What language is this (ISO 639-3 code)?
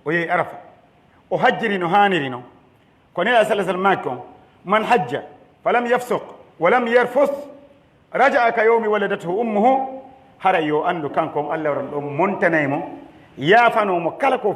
fuf